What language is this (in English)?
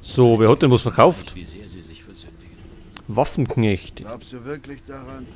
Bavarian